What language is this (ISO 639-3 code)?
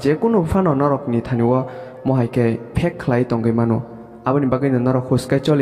trp